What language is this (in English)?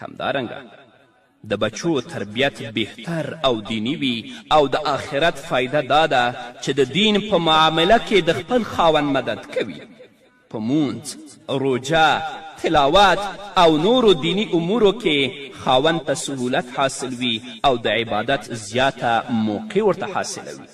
Pashto